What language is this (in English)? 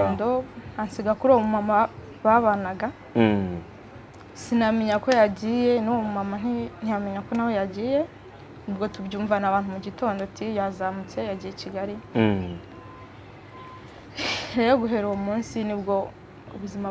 Kinyarwanda